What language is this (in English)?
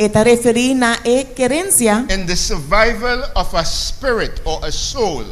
Papiamento